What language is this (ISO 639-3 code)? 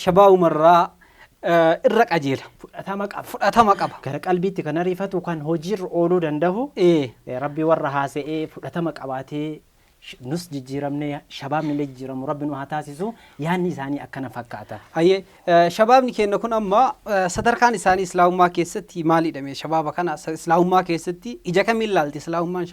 orm